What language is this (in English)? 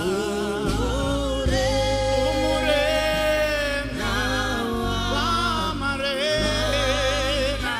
Southern Sotho